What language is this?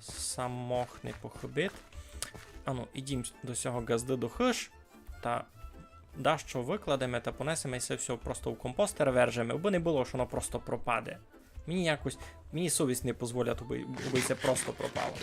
Rusyn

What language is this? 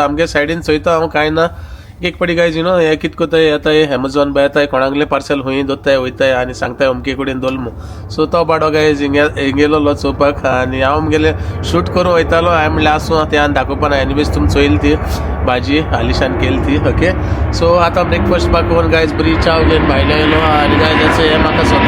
Konkani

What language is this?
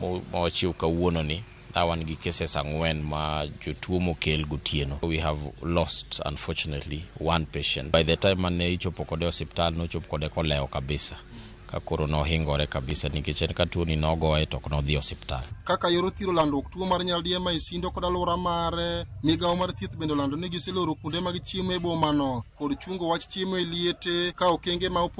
Luo (Kenya and Tanzania)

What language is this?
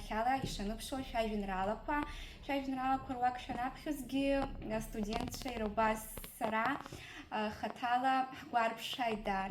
Abkhazian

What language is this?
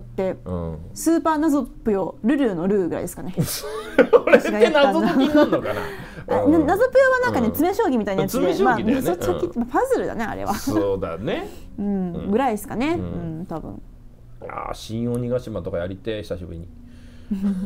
Japanese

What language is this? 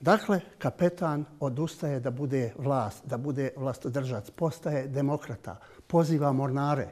Bosnian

